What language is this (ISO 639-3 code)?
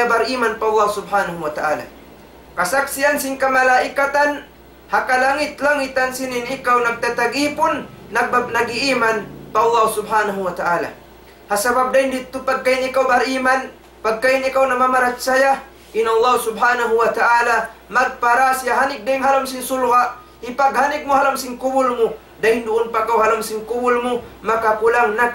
tsg